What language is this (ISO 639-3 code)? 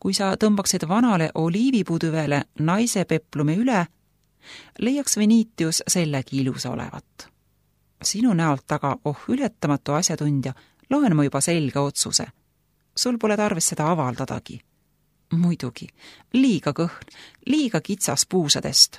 est